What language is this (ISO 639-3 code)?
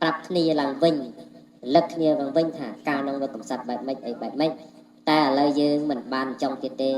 khm